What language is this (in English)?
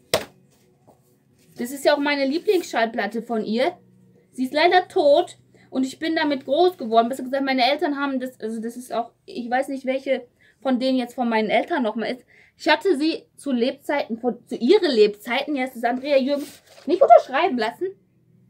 German